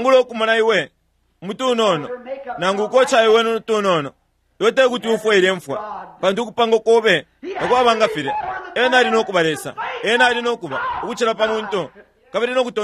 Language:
Bemba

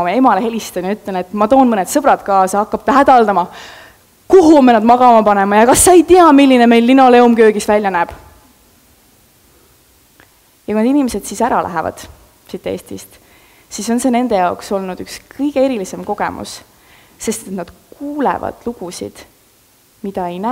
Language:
Estonian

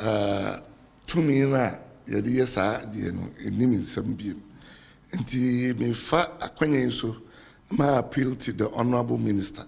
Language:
Akan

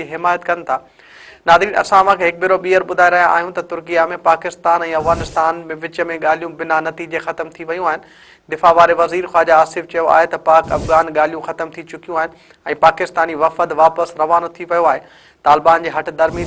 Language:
Sindhi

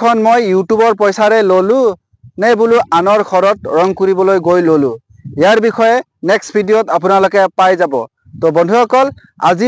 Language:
Assamese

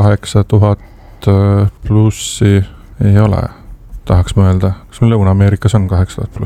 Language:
Estonian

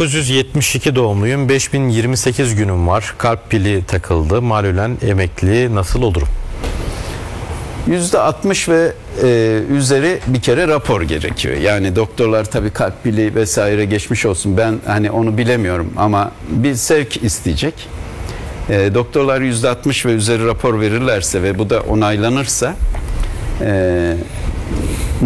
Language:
Turkish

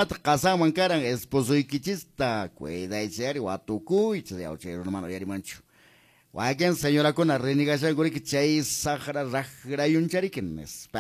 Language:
Quechua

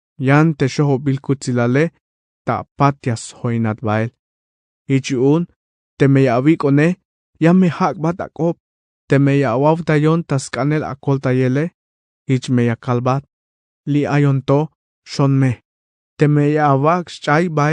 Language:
Tzeltal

